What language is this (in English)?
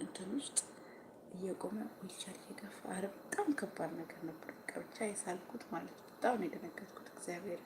Amharic